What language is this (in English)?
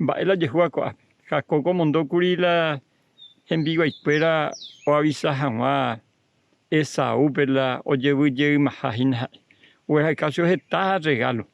Guarani